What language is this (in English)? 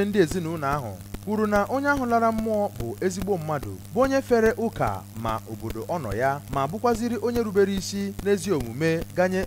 Igbo